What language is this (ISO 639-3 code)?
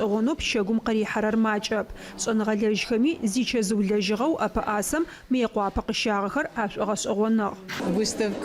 ady